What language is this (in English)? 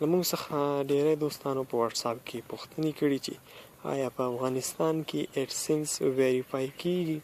Pashto